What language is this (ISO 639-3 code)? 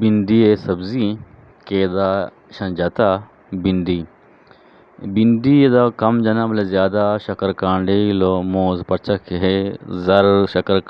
bgp